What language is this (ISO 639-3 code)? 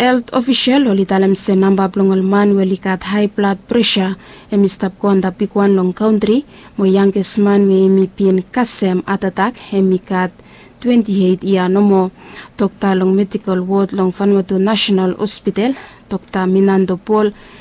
bis